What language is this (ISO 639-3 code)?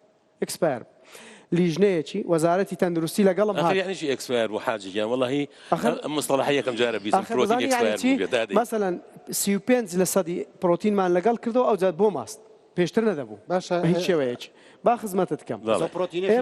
ckb